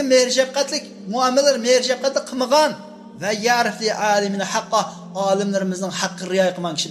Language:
Uyghur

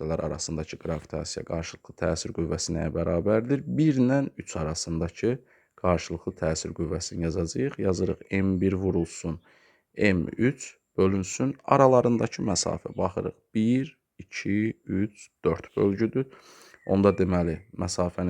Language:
Azerbaijani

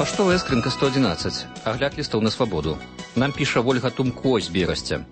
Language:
Belarusian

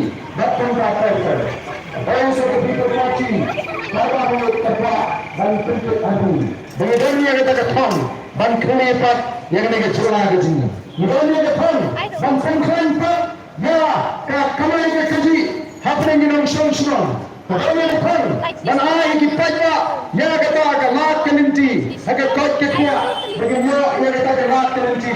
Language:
Khasi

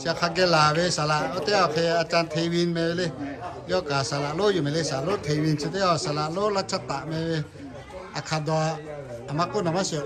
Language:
Lahu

